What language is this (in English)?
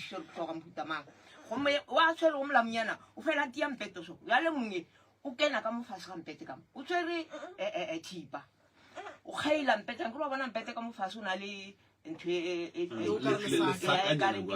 Northern Sotho